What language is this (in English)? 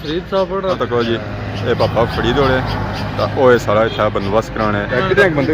Pahari-Potwari